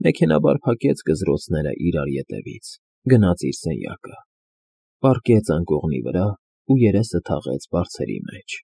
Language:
Armenian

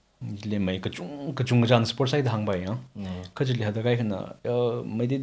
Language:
Tangkhul Naga (India)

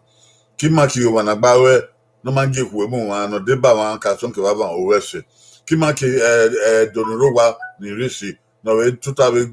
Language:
Bini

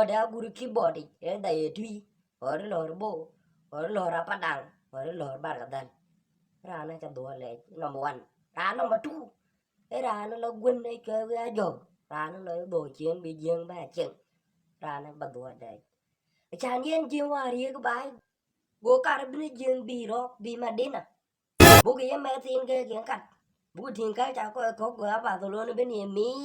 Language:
Dinka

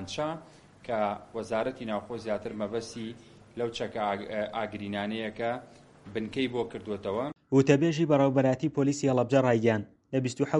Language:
Central Kurdish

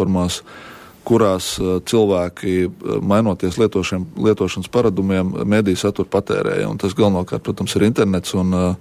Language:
Latvian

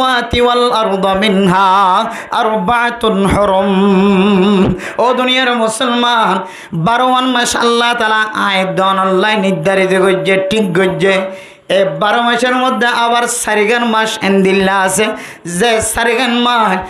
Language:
Rohingya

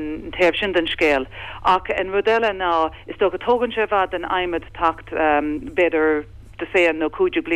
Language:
Irish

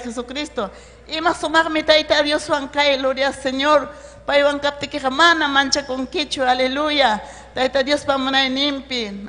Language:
Ayacucho Quechua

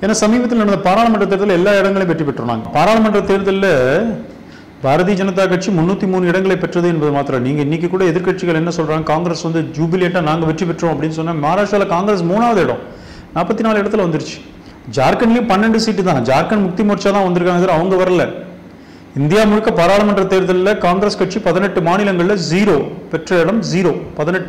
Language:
Tamil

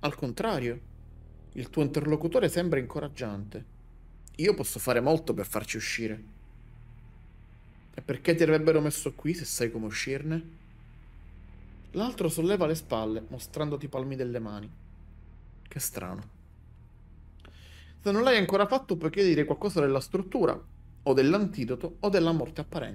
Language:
Italian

